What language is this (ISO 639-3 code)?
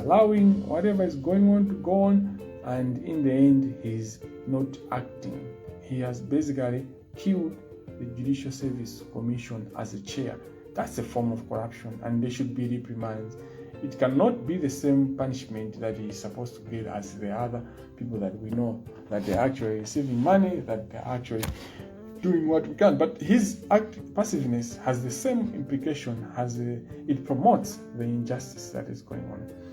nya